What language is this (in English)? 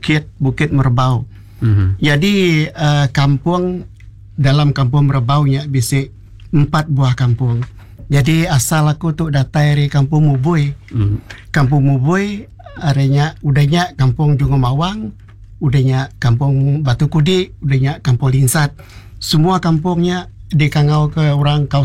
Iban